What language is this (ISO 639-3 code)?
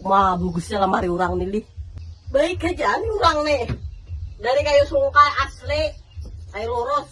bjn